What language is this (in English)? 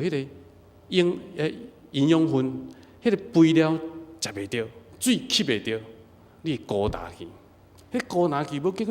Min Nan Chinese